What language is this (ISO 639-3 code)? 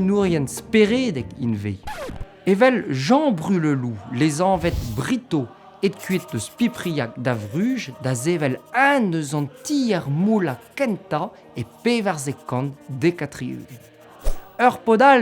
bre